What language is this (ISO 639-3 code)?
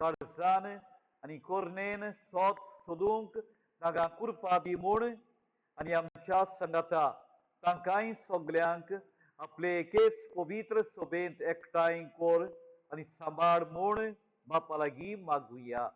kok